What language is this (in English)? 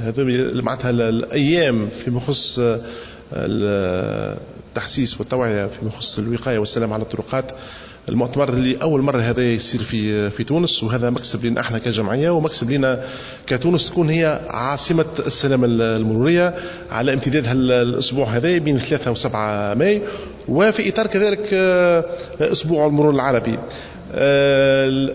Tunisian Arabic